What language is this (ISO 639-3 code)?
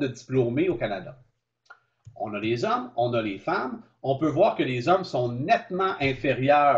fra